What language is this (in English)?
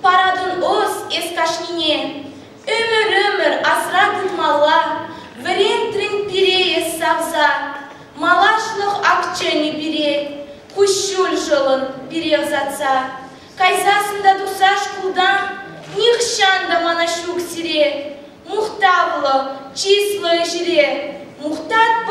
Chuvash